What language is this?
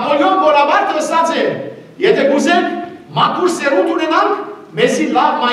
Western Armenian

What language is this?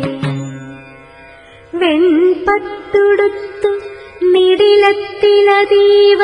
Malayalam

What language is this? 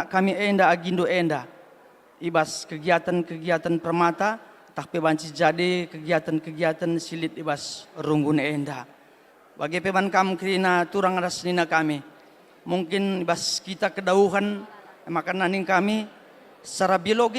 Batak Karo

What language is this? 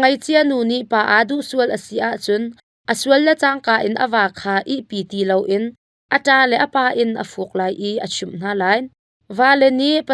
Hakha Chin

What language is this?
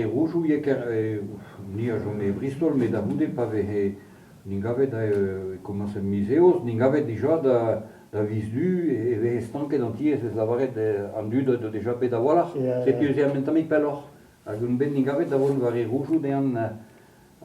Breton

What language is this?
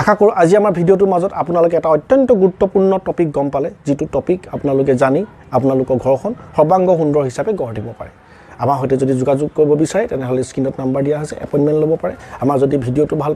Assamese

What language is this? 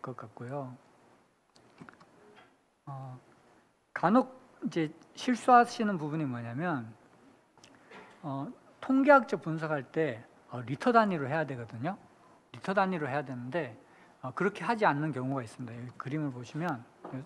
Korean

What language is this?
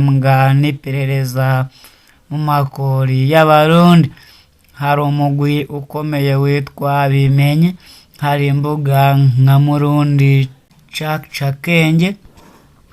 Rundi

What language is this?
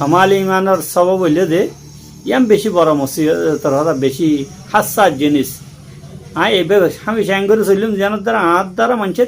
Rohingya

